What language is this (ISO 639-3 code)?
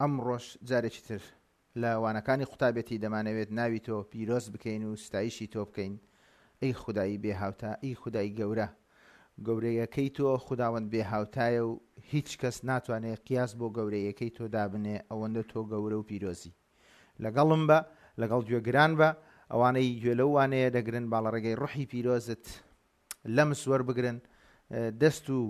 ckb